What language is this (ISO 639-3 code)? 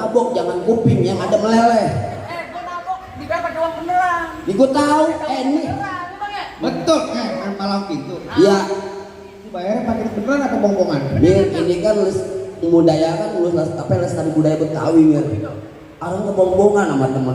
bew